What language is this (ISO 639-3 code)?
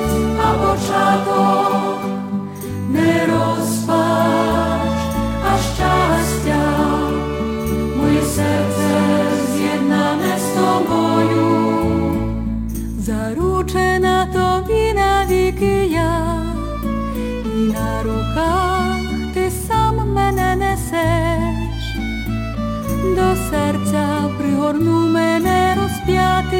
ukr